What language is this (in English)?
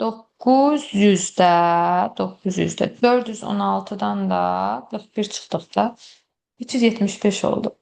Azerbaijani